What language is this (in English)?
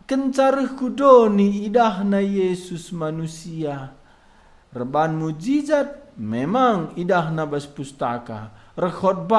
Batak Karo